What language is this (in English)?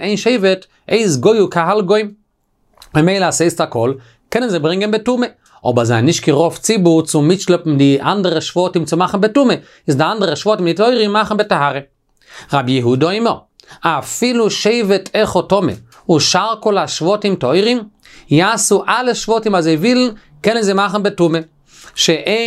Yiddish